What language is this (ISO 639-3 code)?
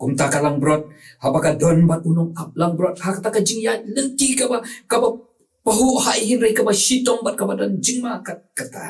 kha